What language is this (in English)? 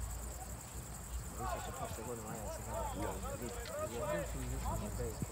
Croatian